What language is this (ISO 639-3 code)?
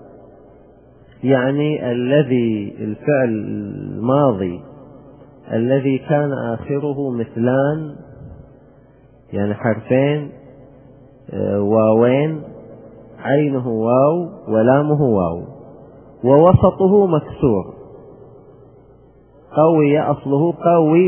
ara